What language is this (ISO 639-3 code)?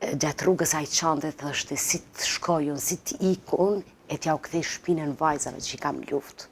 sqi